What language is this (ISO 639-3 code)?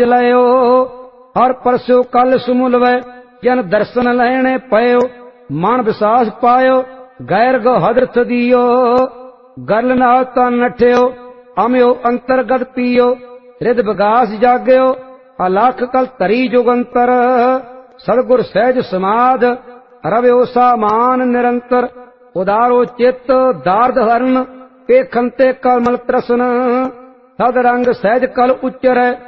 pan